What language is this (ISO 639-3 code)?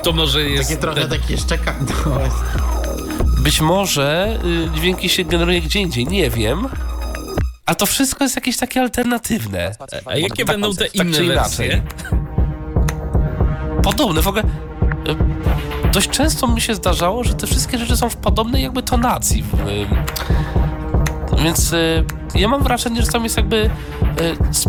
pol